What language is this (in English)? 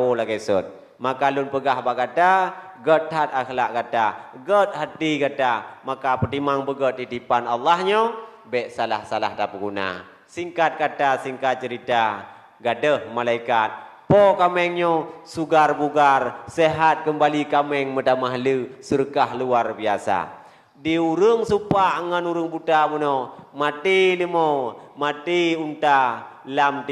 Achinese